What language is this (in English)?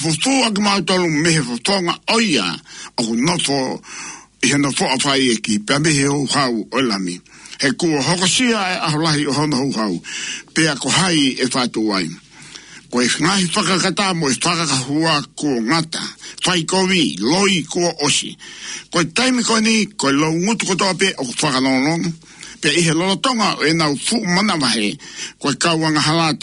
Tongan